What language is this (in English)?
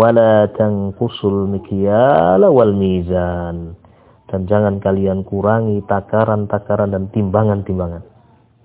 Indonesian